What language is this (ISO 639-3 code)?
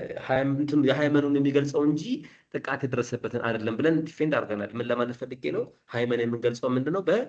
amh